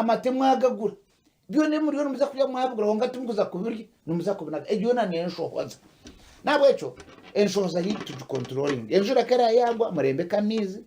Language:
Nyankole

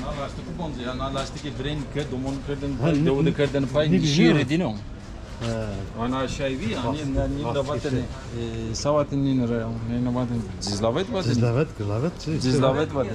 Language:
Zaza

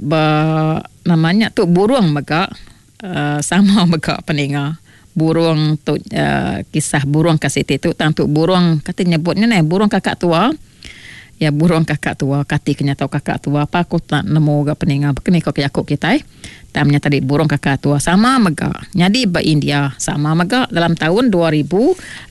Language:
Iban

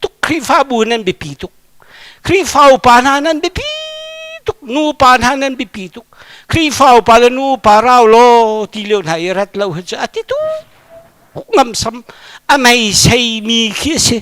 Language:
Hakha Chin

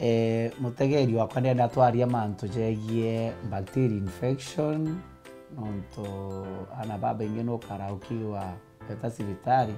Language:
Meru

